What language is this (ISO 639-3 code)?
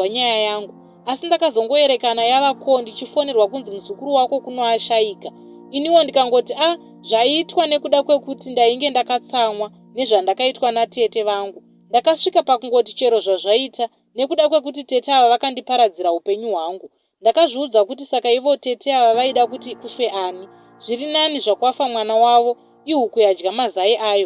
sna